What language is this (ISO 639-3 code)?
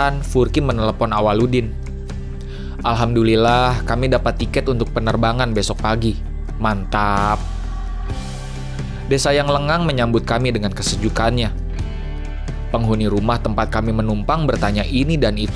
ind